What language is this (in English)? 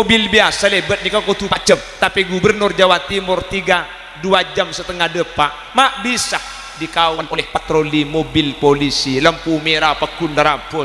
Madurese